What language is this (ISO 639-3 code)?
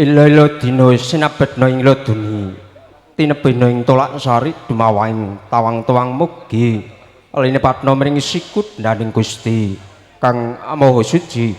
jav